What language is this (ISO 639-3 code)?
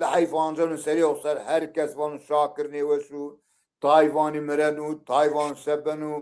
zza